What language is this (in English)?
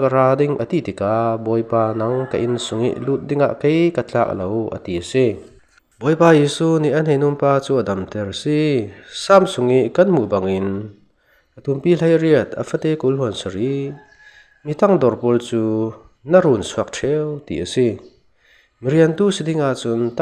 Falam Chin